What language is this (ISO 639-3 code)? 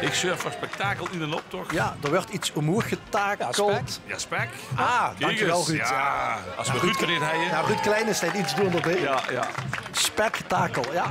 lim